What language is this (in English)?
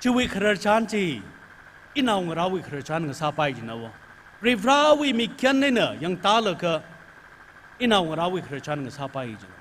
Tangkhul Naga (India)